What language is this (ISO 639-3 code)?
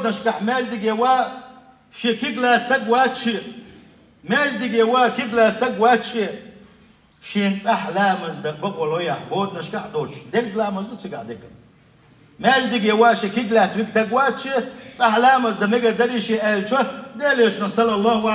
che